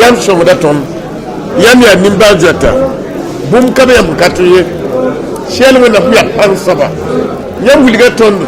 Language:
Mossi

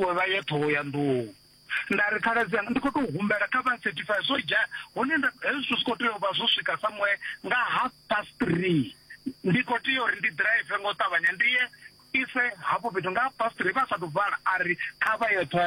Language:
Venda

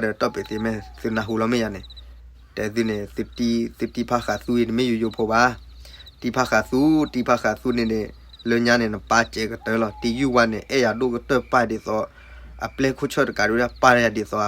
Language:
S'gaw Karen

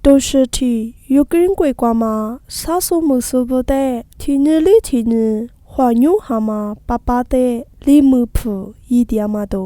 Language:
Lisu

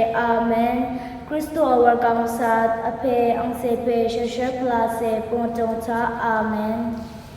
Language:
Rawang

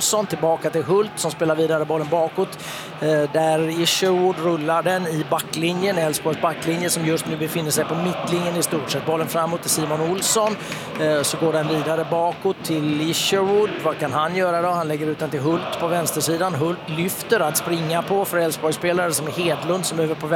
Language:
Swedish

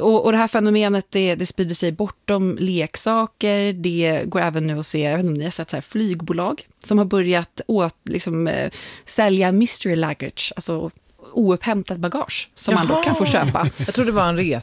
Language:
Swedish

